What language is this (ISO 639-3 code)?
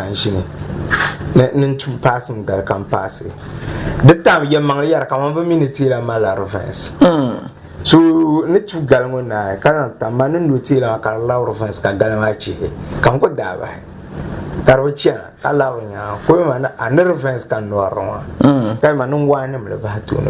dag